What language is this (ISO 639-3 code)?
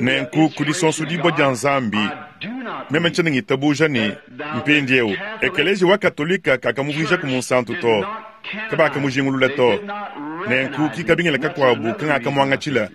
lua